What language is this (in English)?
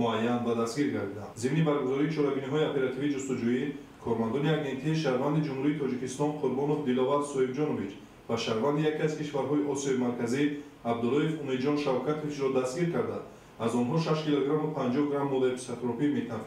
Tajik